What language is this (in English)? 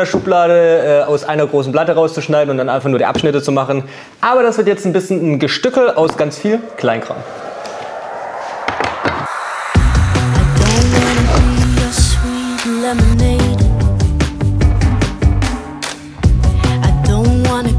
German